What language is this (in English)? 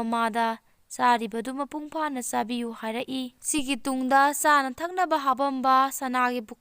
Manipuri